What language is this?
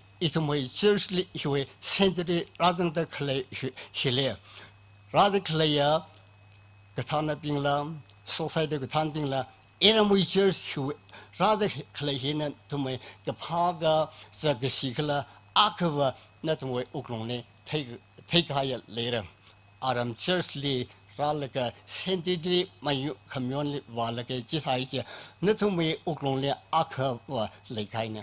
Tangkhul Naga (India)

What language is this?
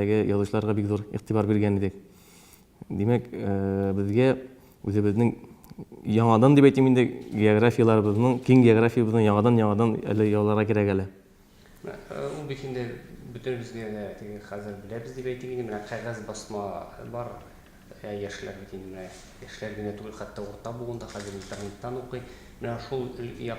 Tatar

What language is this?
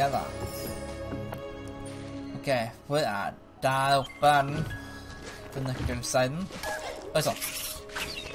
Norwegian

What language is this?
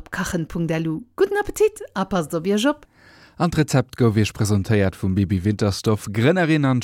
Luxembourgish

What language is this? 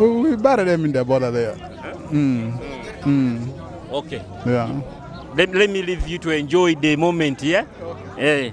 Nyoro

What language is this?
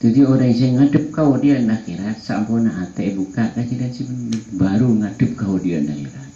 Madurese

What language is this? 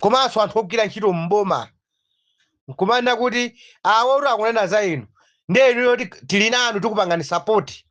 Nyanja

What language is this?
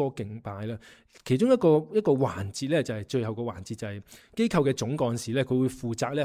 Cantonese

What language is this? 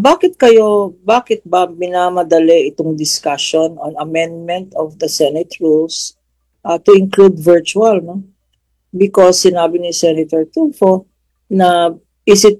Filipino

